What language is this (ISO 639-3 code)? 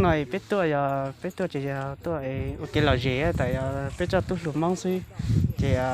hmn